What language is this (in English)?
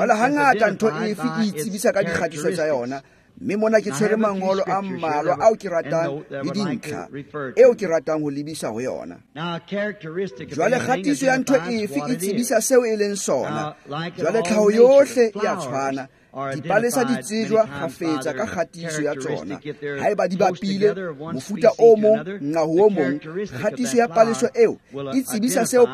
Tswana